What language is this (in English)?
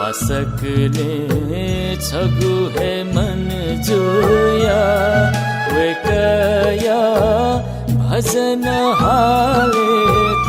Newari